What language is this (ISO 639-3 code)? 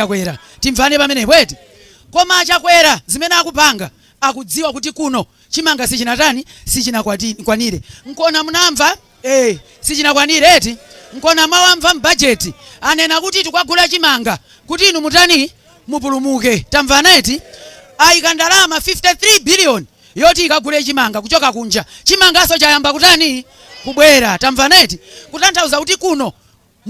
nya